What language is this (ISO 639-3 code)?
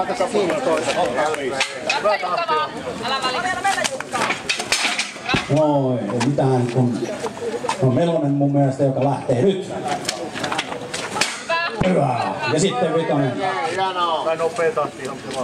fin